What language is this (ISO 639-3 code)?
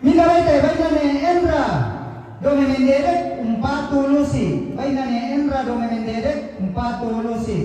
sda